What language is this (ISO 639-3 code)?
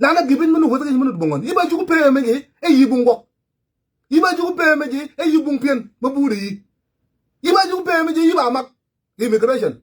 nus